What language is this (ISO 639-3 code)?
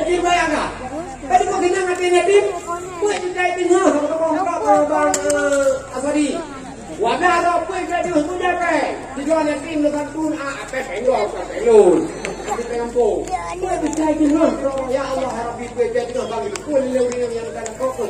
ace